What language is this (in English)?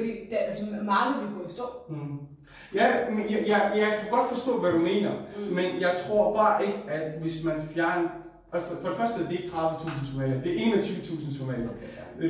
Danish